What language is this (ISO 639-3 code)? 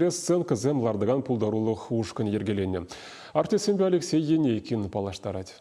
chv